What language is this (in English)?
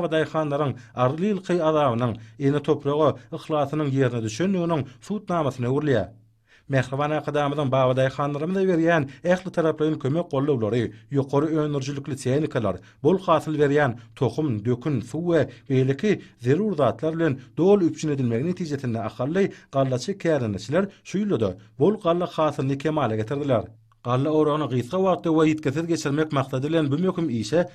Turkmen